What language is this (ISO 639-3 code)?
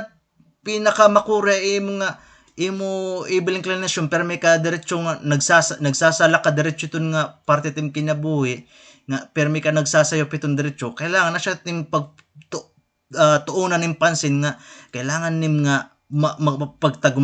war